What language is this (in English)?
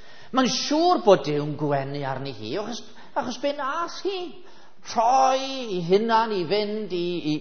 Welsh